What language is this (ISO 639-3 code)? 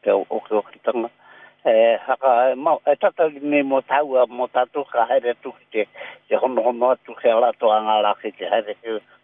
mri